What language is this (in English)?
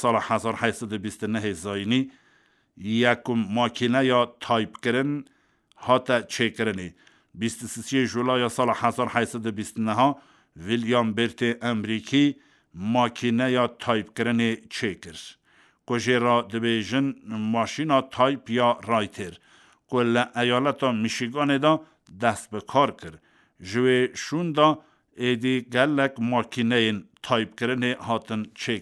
Kurdish